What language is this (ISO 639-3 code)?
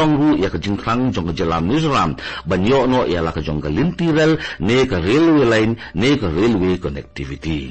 kha